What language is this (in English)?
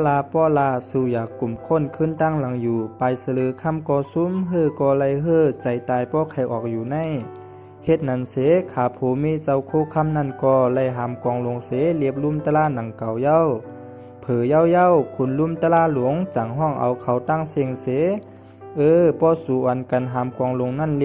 Shan